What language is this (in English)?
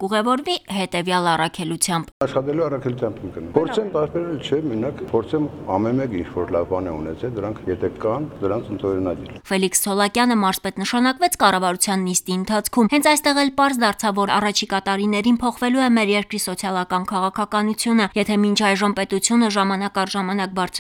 Armenian